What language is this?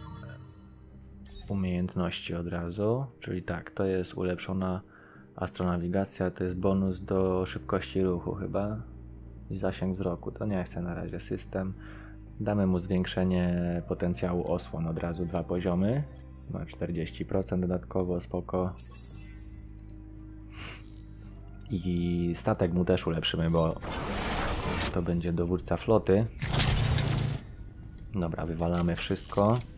Polish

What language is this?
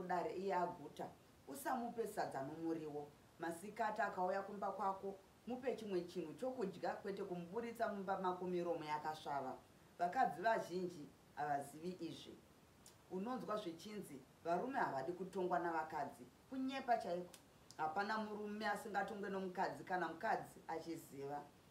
Shona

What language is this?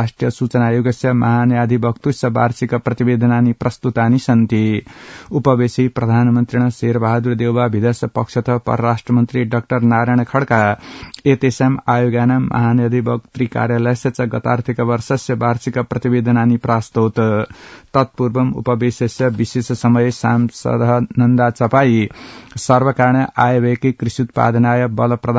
Sanskrit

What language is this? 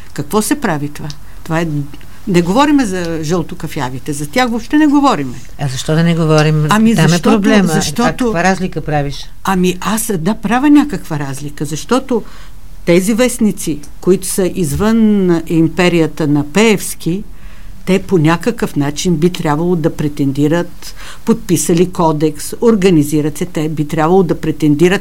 Bulgarian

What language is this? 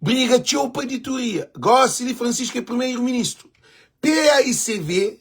Kabuverdianu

